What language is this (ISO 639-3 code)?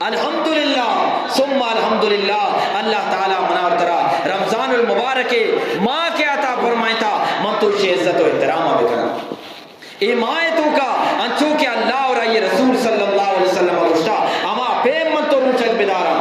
bgp